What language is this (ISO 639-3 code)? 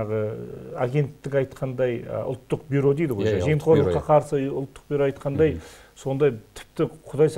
kaz